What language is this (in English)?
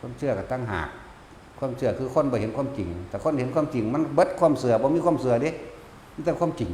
Northeastern Thai